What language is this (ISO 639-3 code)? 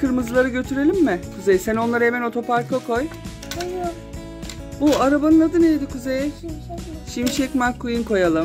tur